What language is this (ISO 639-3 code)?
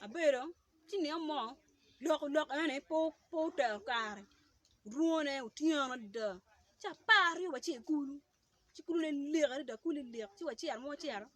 ach